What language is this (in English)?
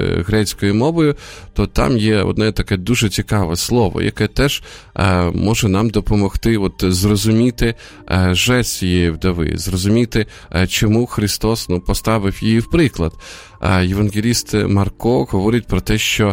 Ukrainian